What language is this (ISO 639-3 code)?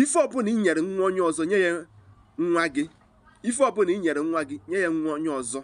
ibo